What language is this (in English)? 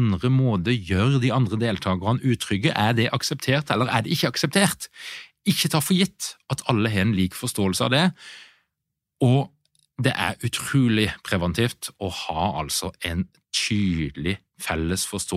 Norwegian